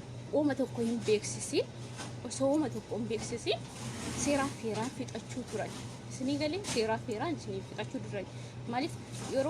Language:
Oromo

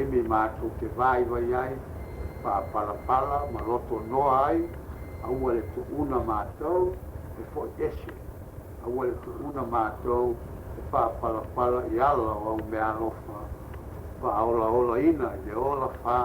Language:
Samoan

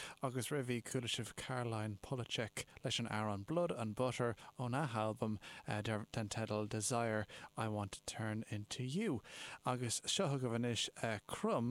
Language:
Irish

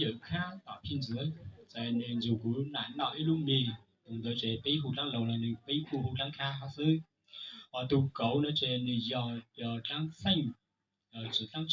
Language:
Hmong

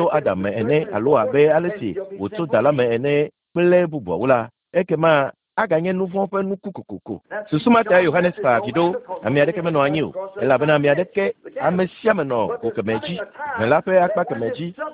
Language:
Ewe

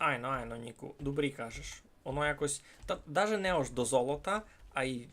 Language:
Rusyn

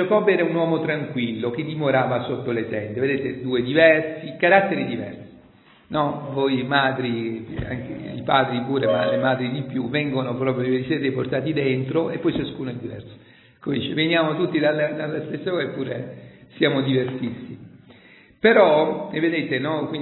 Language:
Italian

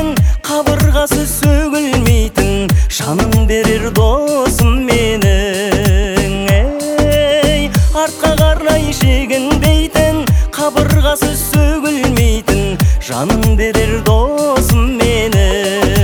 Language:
Kazakh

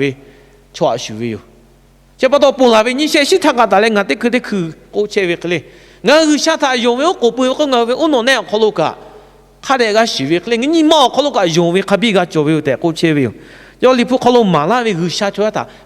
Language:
Lahu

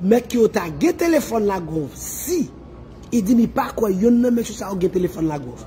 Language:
Haitian Creole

